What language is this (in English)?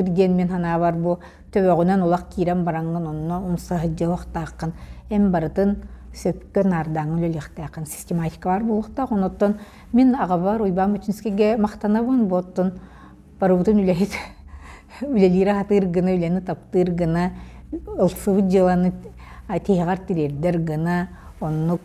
Yakut